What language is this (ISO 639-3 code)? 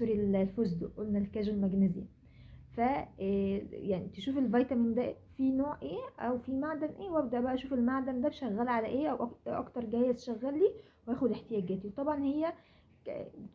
arz